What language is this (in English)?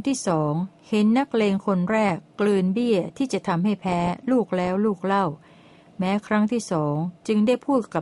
Thai